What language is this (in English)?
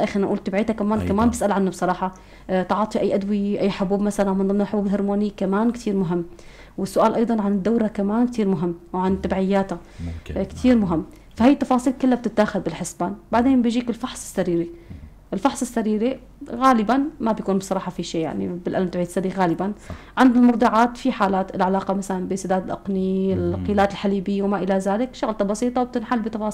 North Levantine Arabic